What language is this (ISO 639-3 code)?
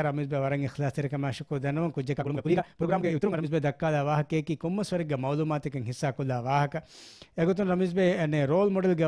div